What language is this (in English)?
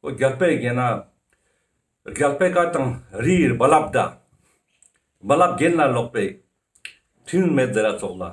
Ladakhi